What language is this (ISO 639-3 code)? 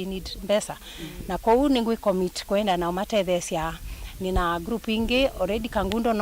kam